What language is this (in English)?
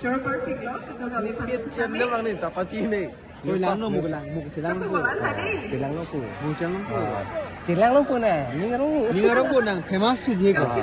Karbi